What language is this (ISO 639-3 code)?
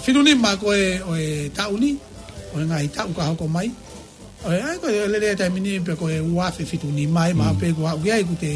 ton